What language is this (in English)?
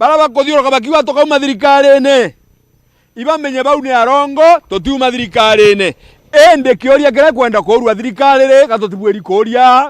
Meru